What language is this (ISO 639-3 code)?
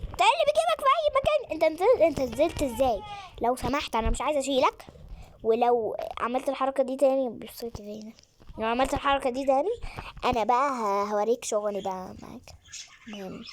arz